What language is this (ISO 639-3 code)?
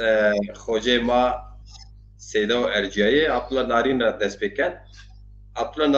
zza